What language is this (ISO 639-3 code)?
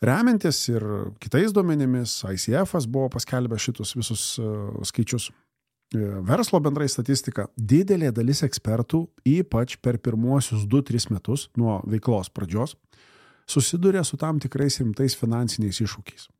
lit